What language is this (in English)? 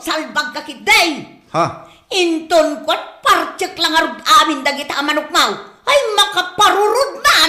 Iloko